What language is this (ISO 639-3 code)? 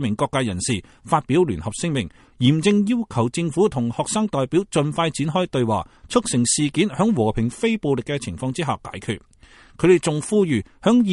yue